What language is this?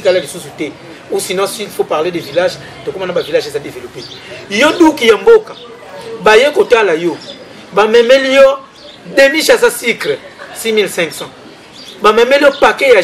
Lingala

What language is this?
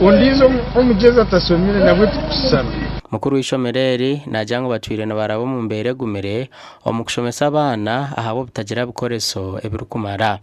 Nyankole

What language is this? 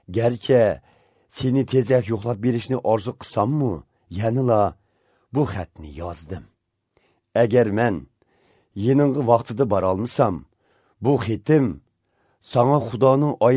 Uyghur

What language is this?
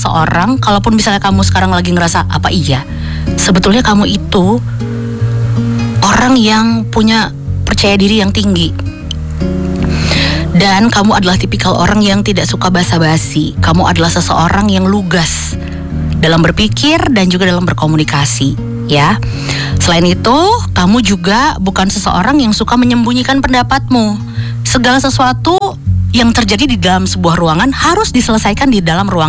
Indonesian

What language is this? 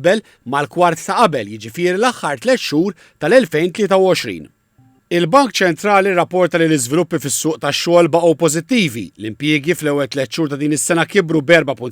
Maltese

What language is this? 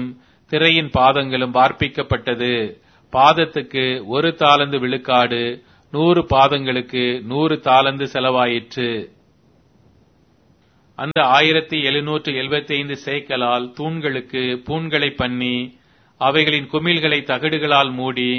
Tamil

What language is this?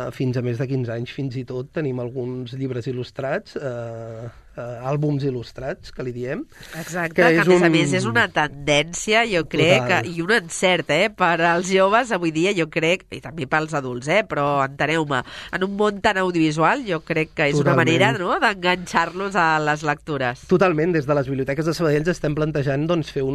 Catalan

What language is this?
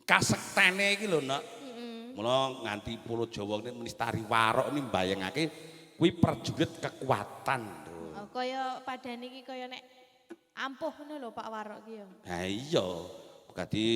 Javanese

